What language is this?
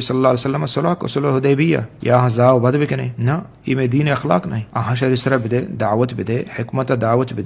Eastern Balochi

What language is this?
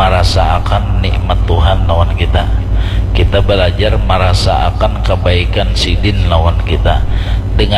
Banjar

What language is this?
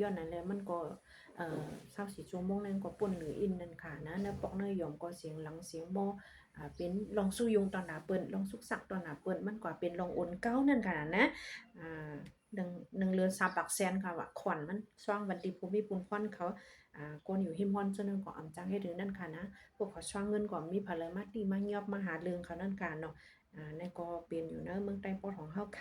Shan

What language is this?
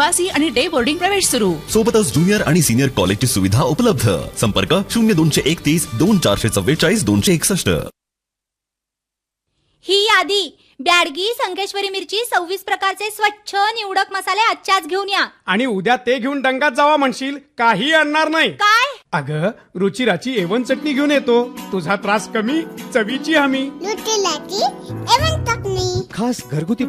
Marathi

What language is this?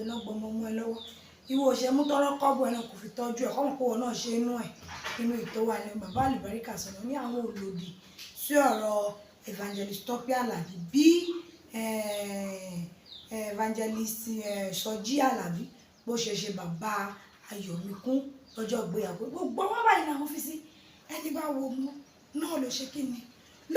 Yoruba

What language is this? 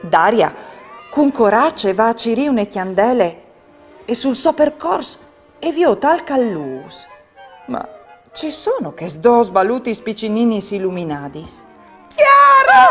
Friulian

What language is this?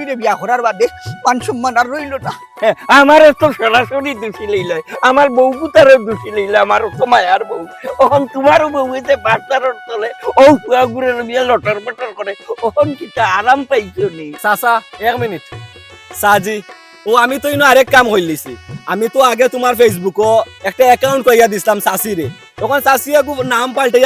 Sylheti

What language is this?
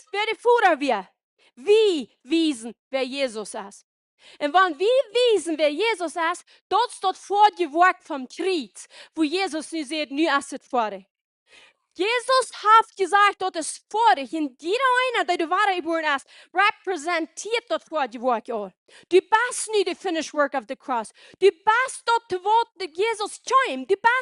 Plautdietsch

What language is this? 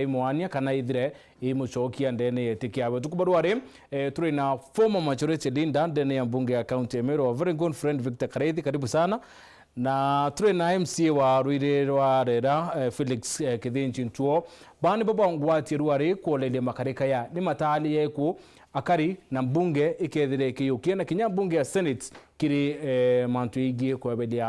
Meru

